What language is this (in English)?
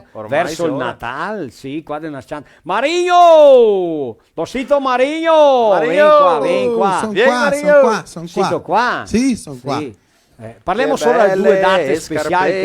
Venetian